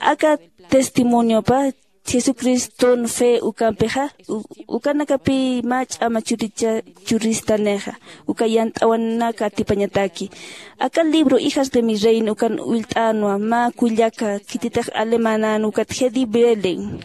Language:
Aymara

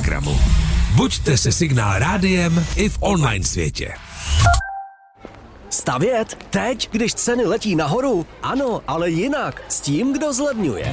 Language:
Czech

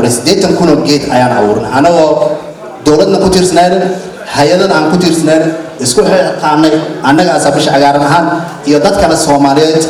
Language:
Somali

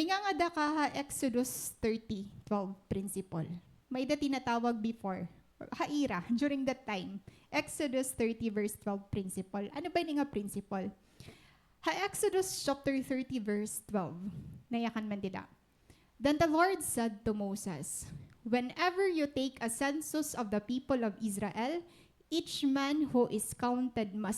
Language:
Waray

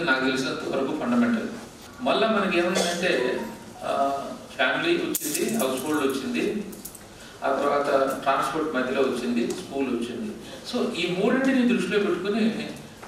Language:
Telugu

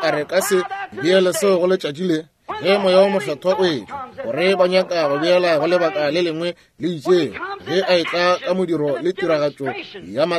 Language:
Northern Sotho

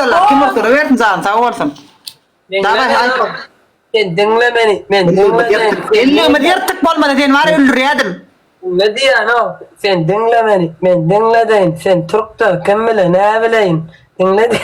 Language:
Turkmen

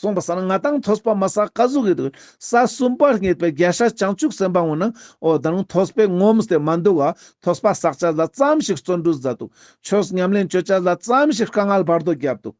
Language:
Ladakhi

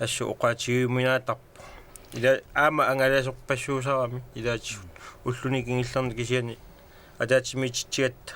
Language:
Kalaallisut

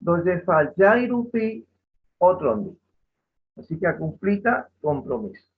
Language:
Guarani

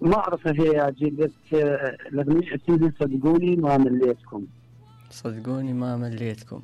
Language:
Mesopotamian Arabic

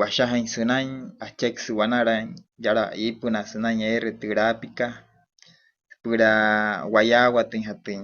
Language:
Wayuu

